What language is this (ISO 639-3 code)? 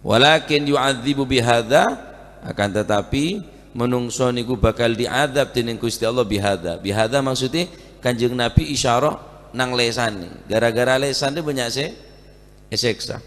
mad